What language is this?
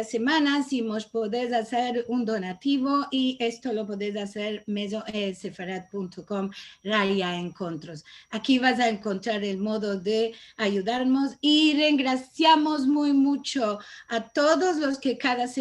Ladino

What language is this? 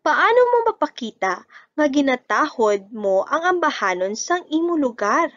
Hiligaynon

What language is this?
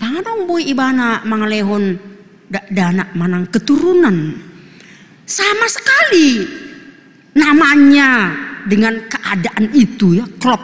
Batak Toba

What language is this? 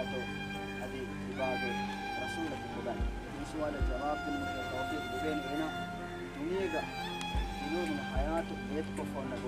Divehi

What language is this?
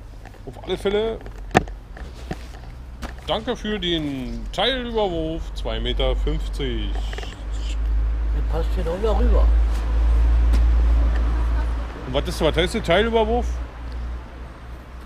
German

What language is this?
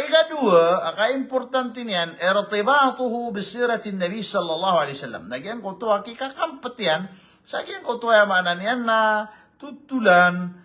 Maranao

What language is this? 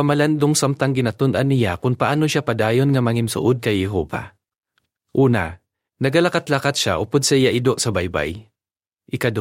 Hiligaynon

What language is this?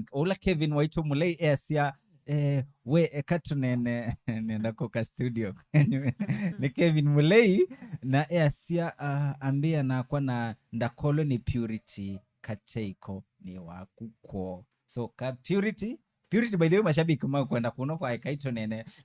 Kamba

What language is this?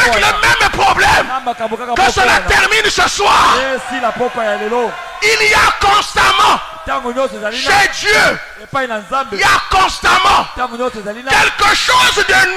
French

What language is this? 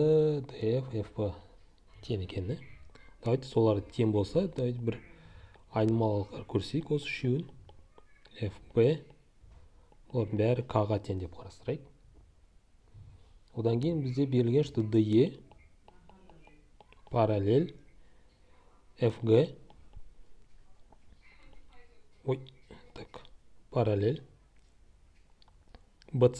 Kazakh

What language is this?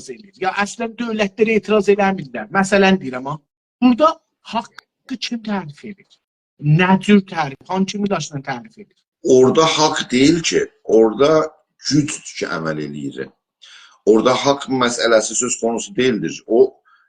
South Azerbaijani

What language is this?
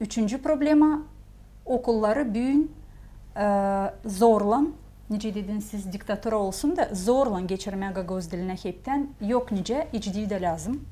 Gagauz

